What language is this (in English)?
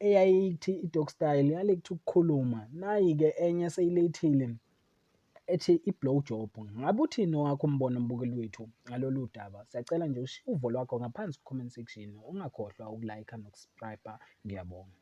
Zulu